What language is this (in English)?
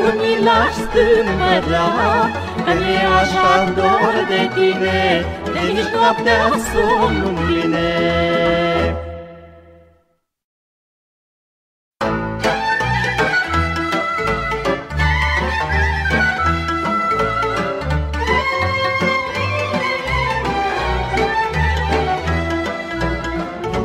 Romanian